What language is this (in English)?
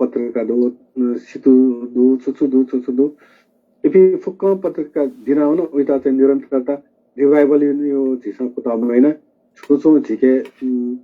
Newari